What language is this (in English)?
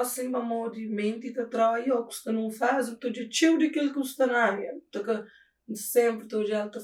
Kabuverdianu